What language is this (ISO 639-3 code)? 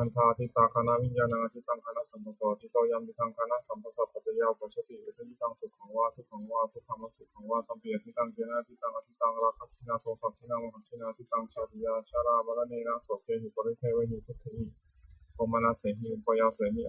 pli